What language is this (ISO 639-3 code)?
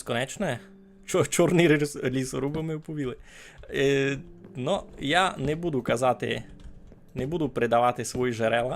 rue